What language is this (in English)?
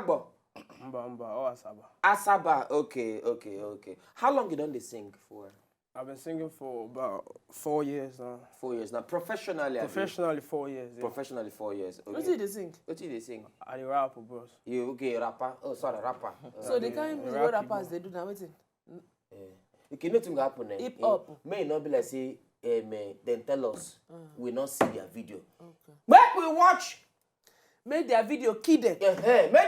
Nigerian Pidgin